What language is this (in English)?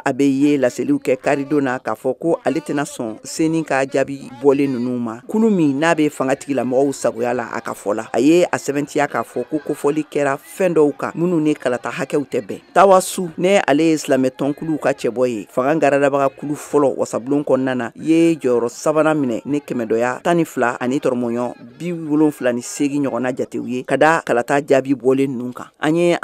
Bambara